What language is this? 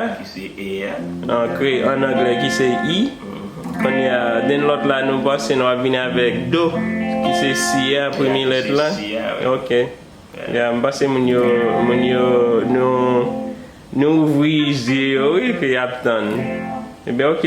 Haitian Creole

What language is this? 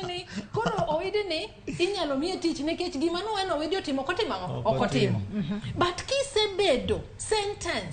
Luo (Kenya and Tanzania)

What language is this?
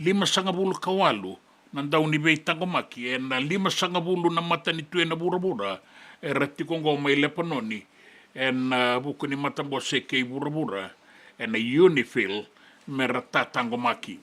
Fijian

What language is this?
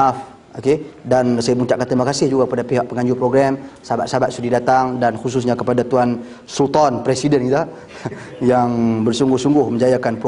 Malay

